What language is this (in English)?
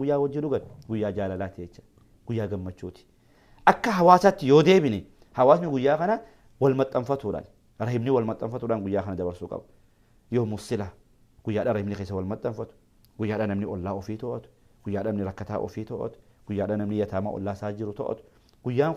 Oromo